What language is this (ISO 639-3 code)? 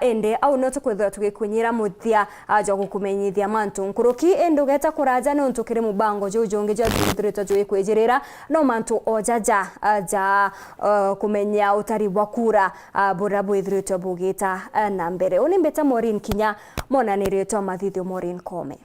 mer